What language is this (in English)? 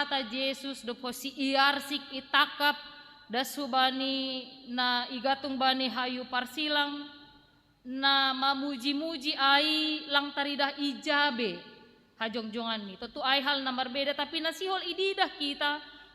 Batak Simalungun